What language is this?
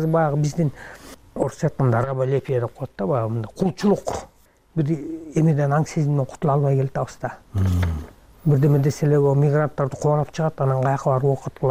Kyrgyz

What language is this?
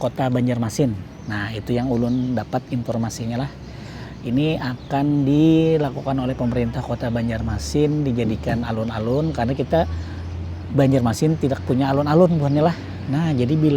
Banjar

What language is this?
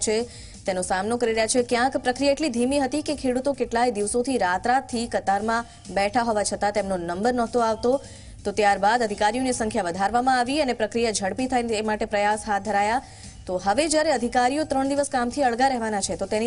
Gujarati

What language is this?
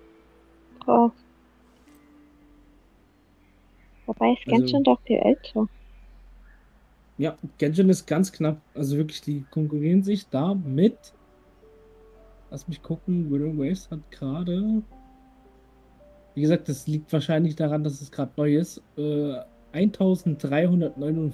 German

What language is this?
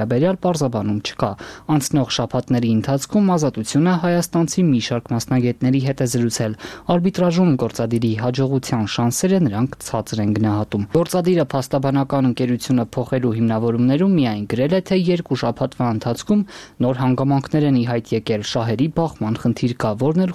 Armenian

